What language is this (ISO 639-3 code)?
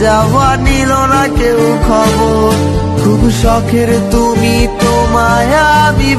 ben